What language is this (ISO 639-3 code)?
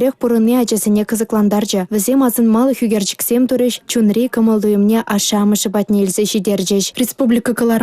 chv